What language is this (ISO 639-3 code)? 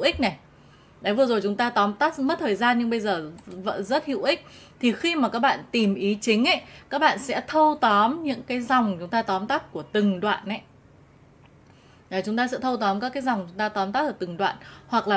vie